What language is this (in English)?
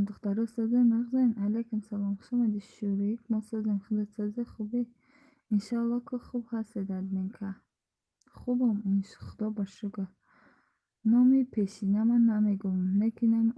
Tajik